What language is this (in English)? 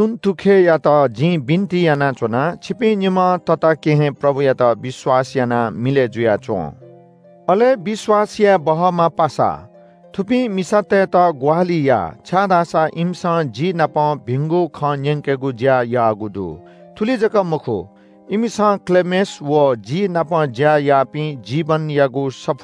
Newari